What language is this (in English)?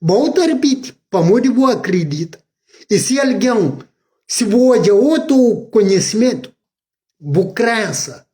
Kabuverdianu